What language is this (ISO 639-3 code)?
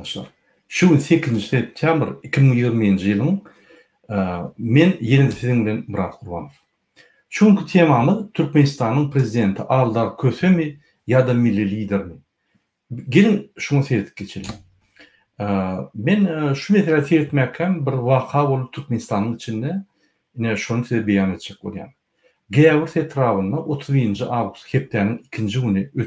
tuk